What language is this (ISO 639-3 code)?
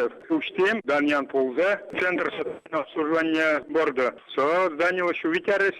udm